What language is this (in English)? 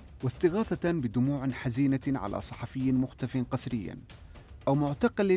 Arabic